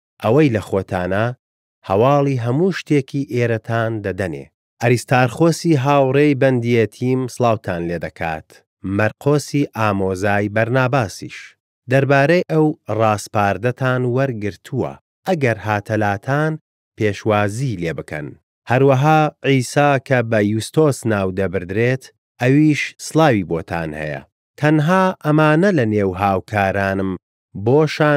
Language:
Central Kurdish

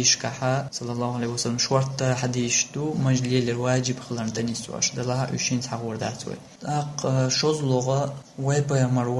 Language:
Chechen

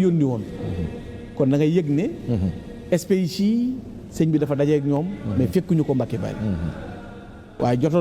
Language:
Wolof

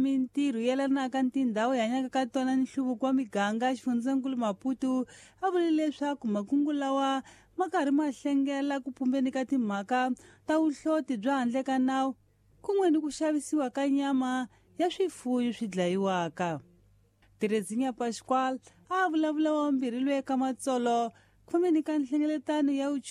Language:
Tsonga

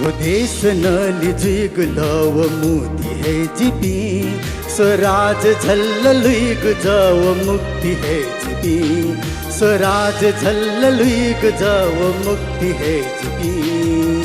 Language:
Newari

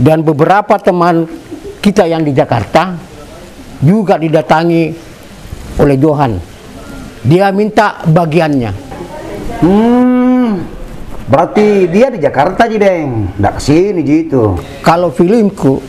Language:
Makassar Malay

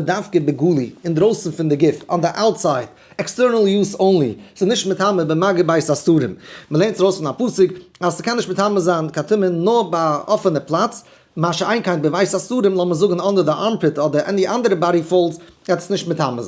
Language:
Yiddish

